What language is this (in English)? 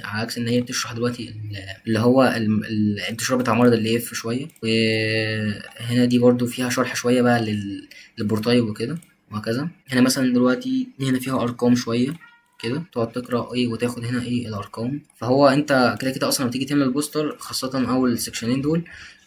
Egyptian Arabic